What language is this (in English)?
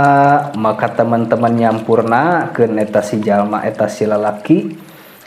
Sundanese